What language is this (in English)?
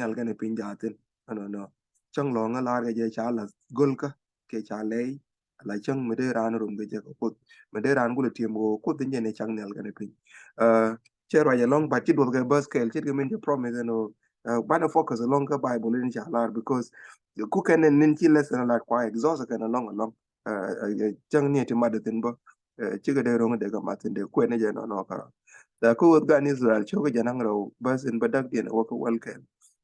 Nuer